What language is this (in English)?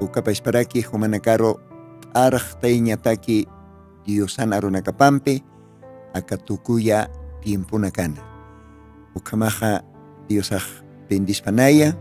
Aymara